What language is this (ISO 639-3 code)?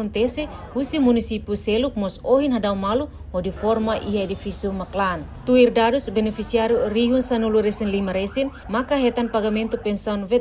tet